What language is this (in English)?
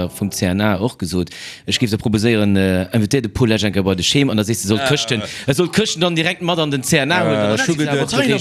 Luxembourgish